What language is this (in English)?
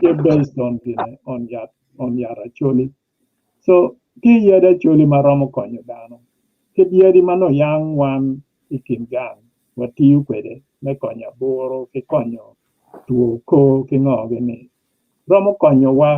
Acoli